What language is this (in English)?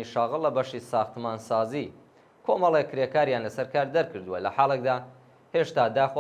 Central Kurdish